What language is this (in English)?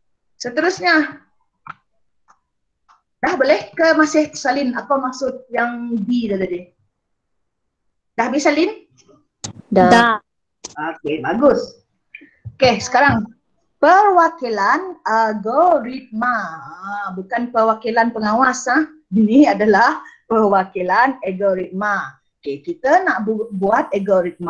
Malay